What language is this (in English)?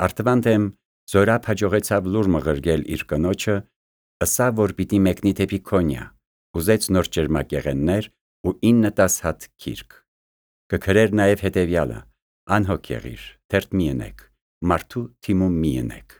Armenian